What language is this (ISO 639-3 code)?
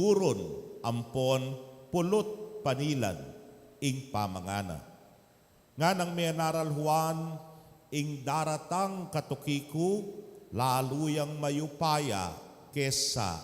pam